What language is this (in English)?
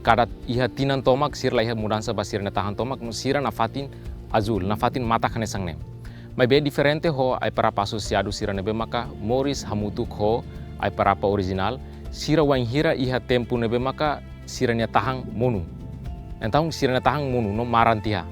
Tetum